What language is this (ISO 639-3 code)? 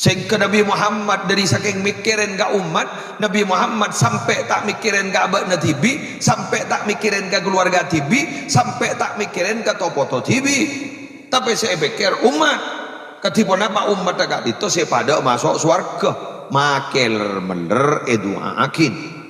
mad